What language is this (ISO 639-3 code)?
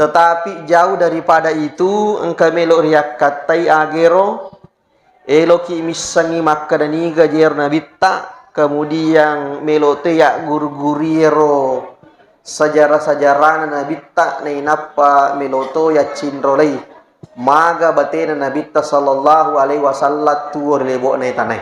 bug